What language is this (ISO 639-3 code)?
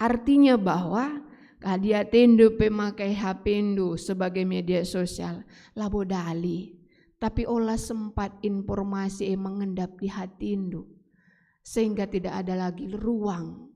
btx